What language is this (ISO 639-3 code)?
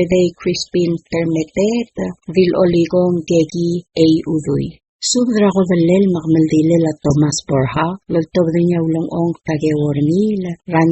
pau